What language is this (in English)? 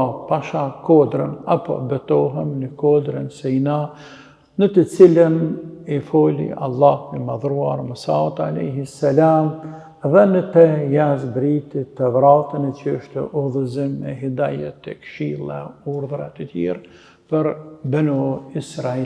Albanian